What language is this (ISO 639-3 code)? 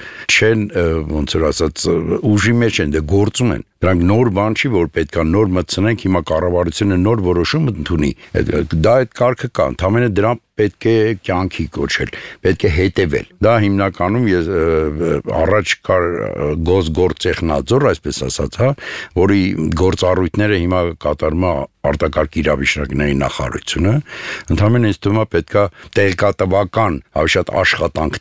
hye